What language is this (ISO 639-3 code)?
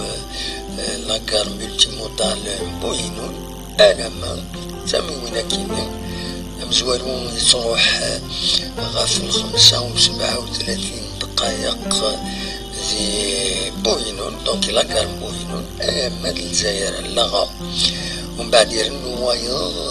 kab